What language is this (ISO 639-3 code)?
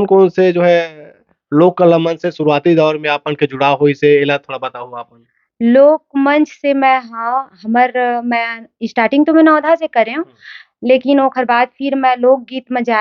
hne